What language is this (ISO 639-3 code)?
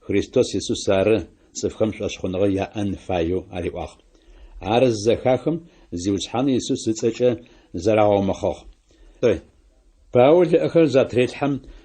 ady